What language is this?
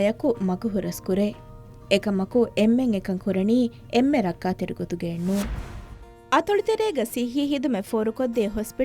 Divehi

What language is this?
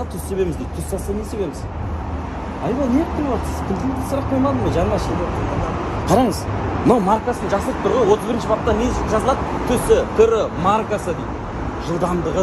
Kazakh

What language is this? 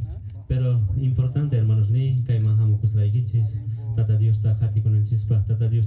South Bolivian Quechua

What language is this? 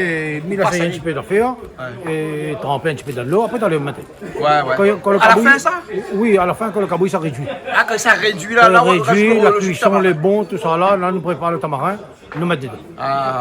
Réunion Creole French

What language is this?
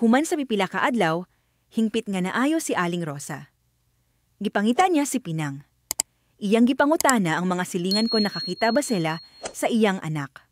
Cebuano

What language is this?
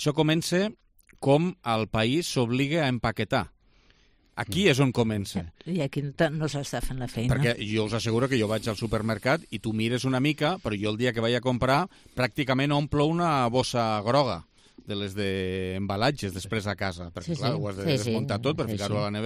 Catalan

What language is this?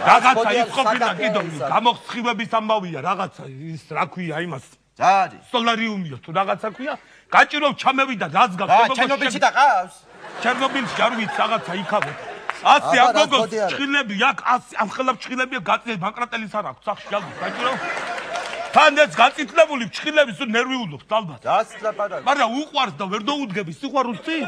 Georgian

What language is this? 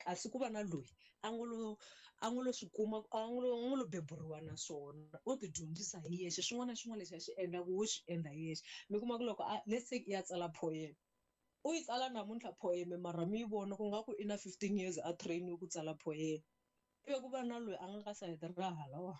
Tsonga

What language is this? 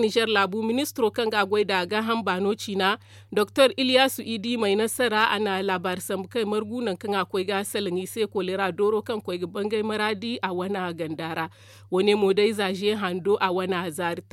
Zarma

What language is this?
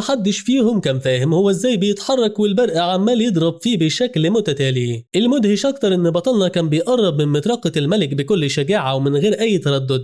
Egyptian Arabic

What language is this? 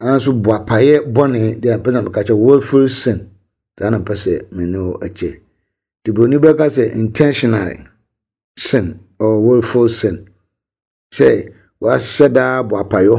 Akan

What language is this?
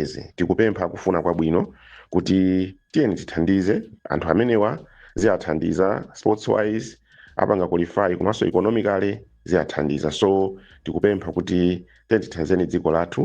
Nyanja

